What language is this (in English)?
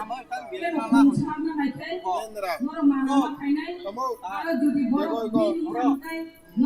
Kok Borok